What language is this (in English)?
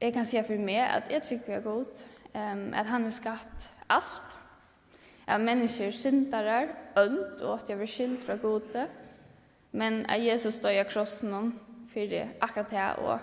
Faroese